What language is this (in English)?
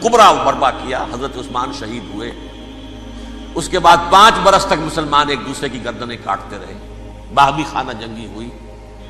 Urdu